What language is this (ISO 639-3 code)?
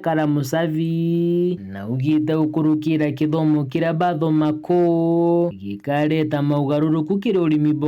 mer